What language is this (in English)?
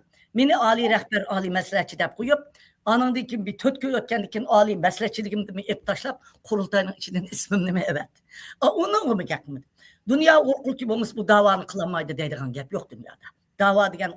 Uyghur